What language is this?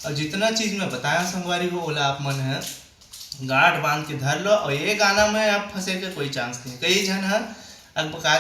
Chhattisgarhi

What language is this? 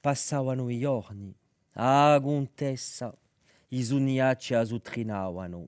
Corsican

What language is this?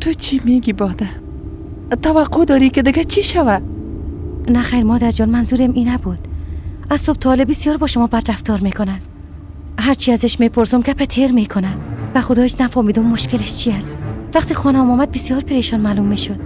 Persian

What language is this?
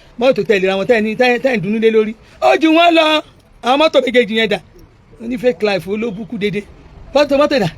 Yoruba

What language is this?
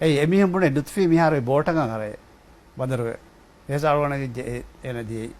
Divehi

